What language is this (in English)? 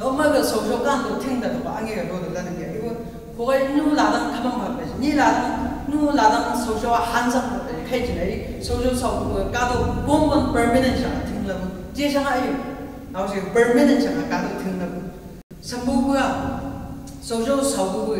Chang Naga